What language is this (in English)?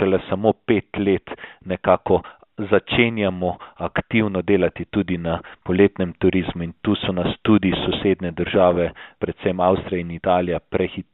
Slovenian